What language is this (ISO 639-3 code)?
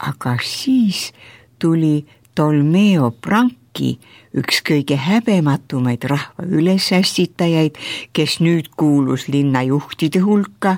est